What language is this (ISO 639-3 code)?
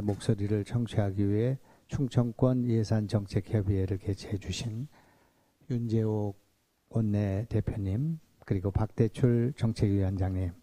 kor